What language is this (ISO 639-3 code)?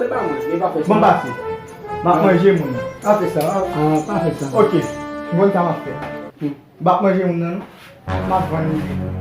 hat